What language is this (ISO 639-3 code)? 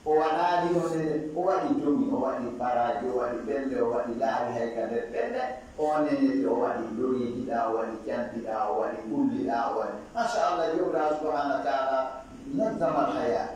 ful